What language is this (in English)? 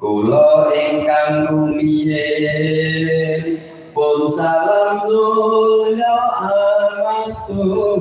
Javanese